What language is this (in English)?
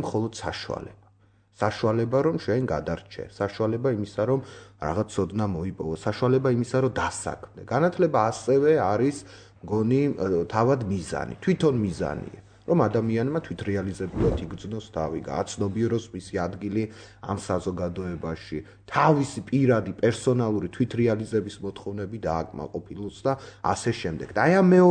Georgian